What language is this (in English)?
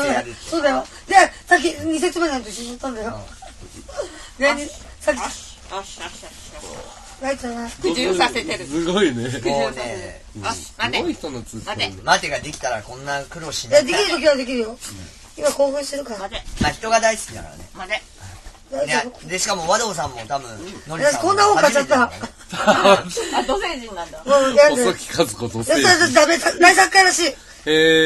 Japanese